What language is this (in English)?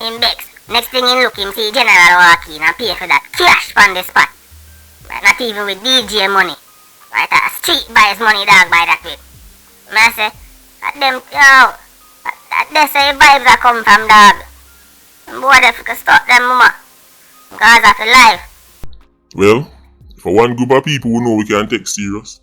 Jamaican Creole English